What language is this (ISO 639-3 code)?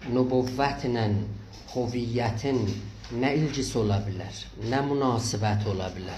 azb